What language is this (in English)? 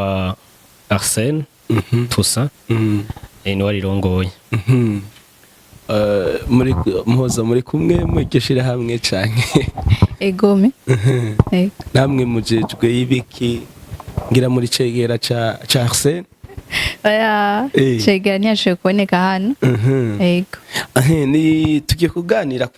Rundi